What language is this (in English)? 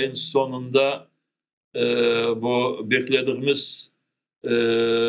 Crimean Tatar